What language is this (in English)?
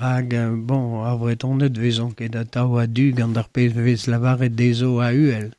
Breton